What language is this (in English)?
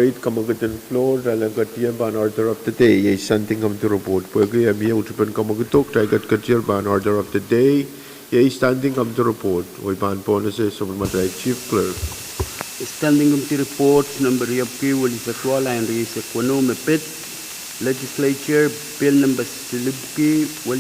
Pohnpeian